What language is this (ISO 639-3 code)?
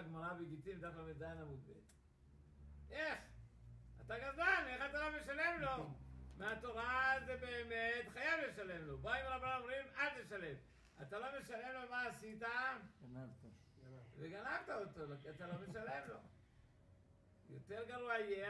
heb